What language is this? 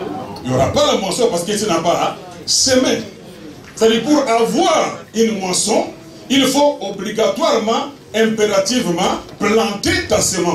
French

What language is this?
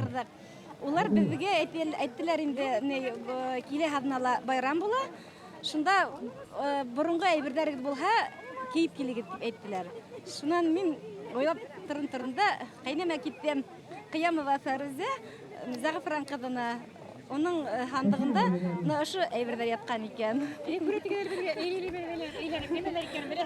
Bashkir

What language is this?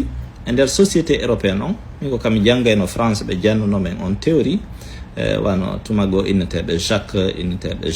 Fula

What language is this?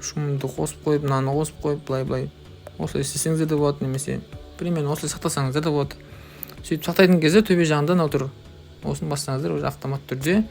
Kazakh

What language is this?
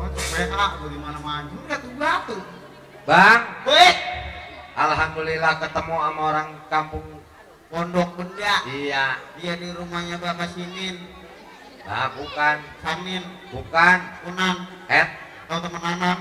Betawi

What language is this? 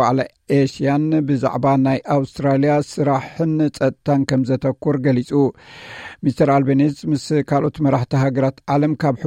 Tigrinya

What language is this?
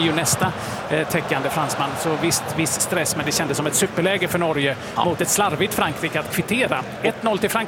Swedish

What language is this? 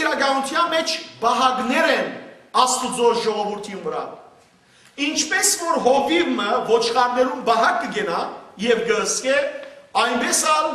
Western Armenian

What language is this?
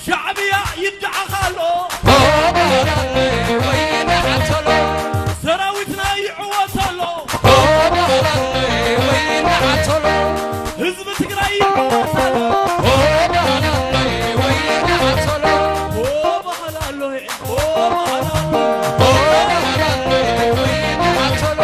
Tigrinya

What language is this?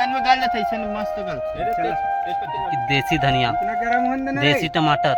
Chhattisgarhi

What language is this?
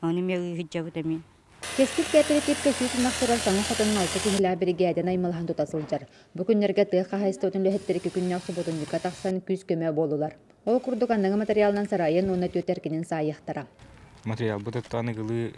Yakut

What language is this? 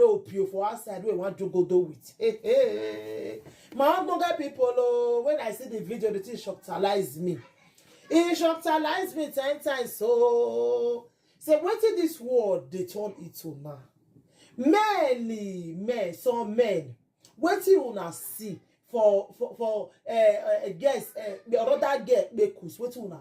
Nigerian Pidgin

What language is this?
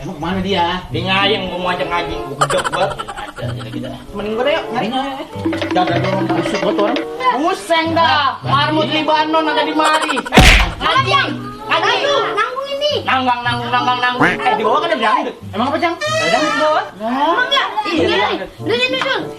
Betawi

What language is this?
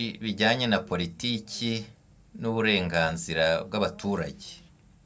Kinyarwanda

